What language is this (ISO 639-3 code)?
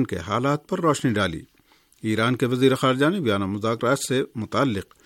urd